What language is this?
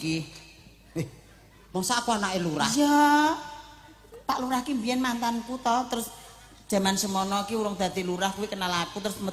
Javanese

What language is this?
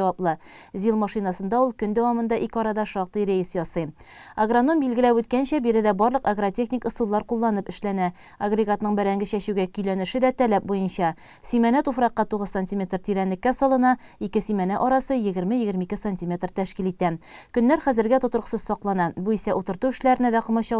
Tatar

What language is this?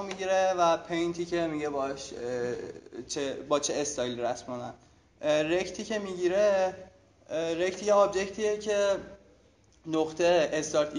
Persian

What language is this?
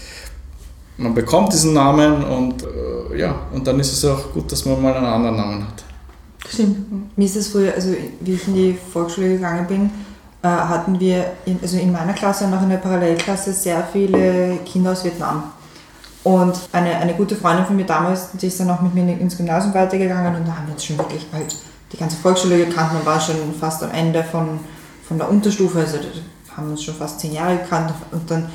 German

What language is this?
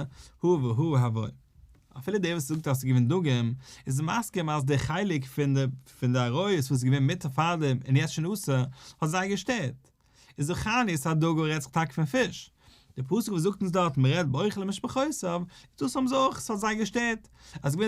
Yiddish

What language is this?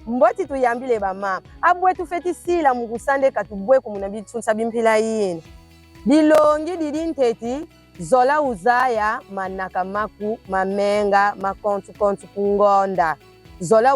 Kongo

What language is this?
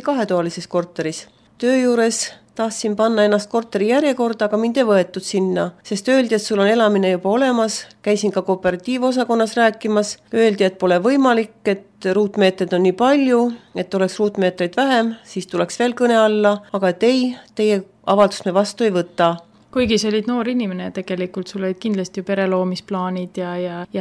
Estonian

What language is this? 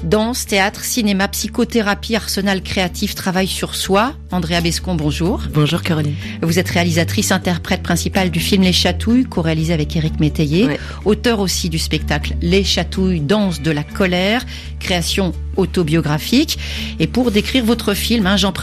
French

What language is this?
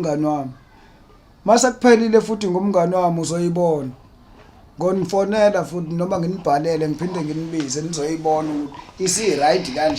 Zulu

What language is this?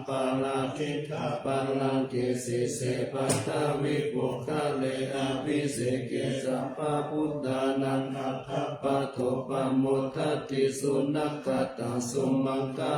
Pali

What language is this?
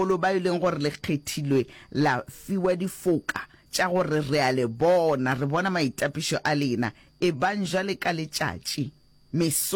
Northern Sotho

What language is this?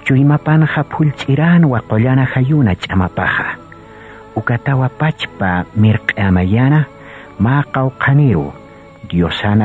Aymara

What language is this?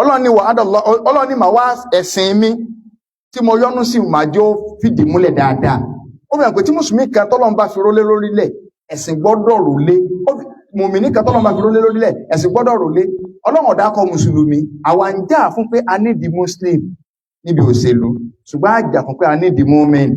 Yoruba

